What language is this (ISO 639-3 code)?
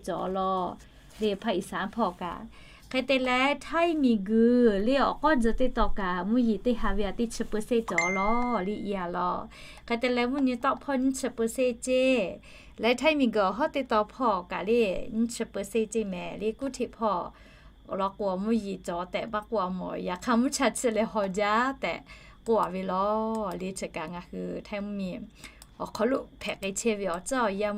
lhu